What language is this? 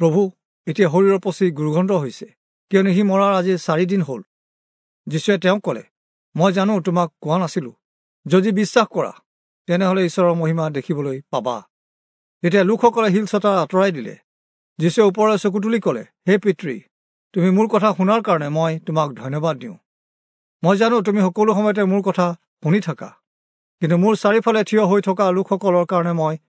Assamese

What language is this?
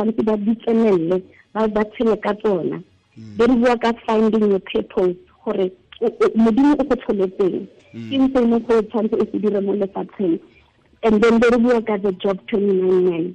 Tswana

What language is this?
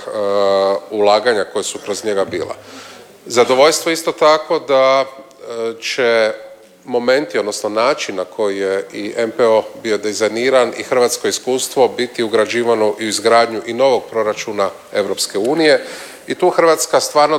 Croatian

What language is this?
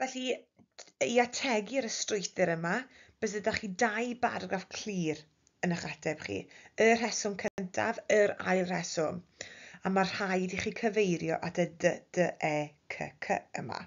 Welsh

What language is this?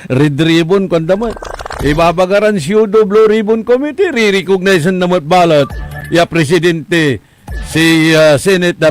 Pangasinan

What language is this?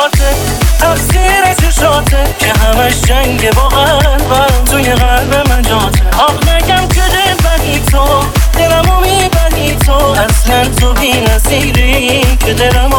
Persian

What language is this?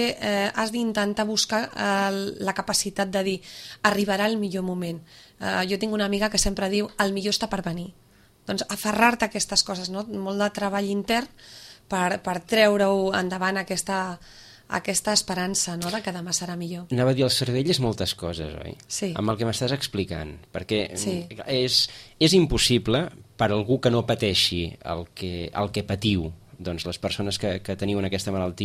Catalan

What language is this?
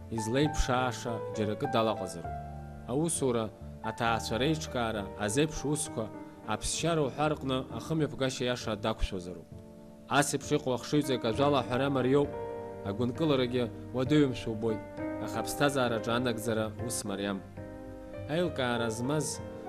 Abkhazian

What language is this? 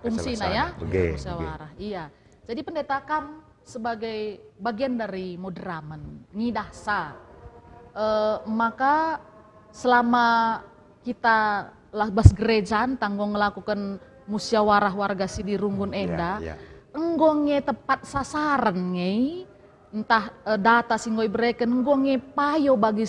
Batak Karo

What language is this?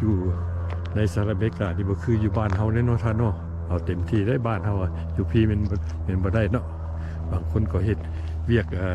Lao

